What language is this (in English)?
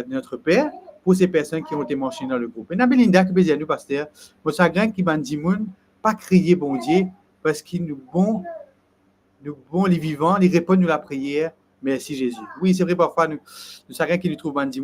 Morisyen